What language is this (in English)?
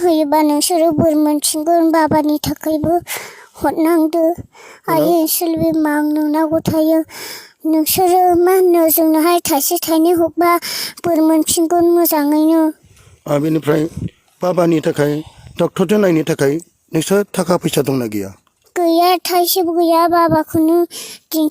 Bodo